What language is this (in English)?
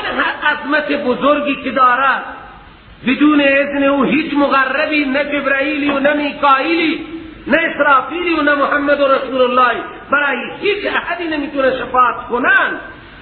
Persian